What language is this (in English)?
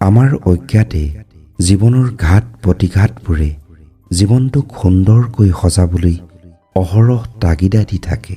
Assamese